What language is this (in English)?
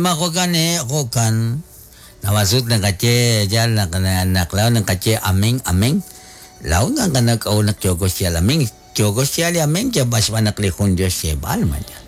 Kekchí